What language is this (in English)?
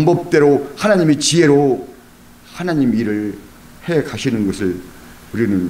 Korean